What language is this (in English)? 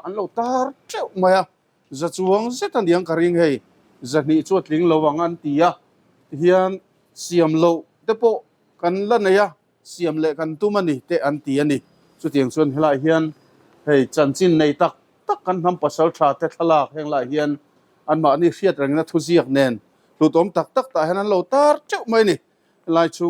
Mizo